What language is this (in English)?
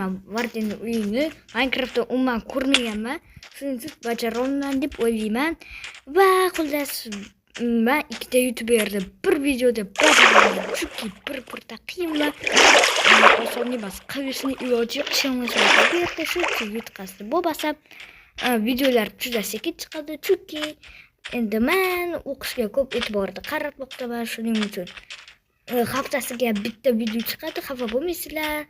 Uzbek